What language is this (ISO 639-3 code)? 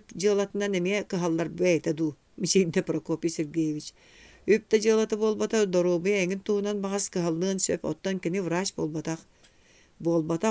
sah